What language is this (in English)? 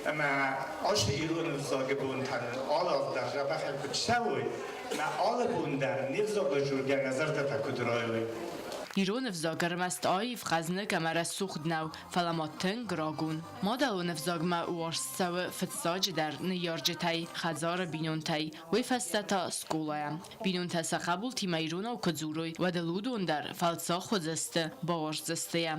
Ossetic